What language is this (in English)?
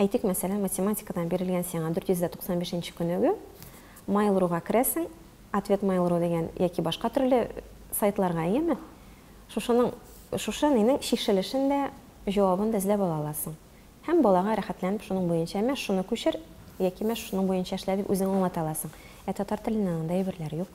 Tatar